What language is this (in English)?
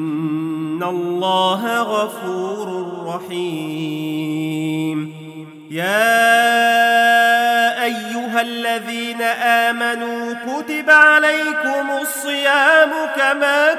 Arabic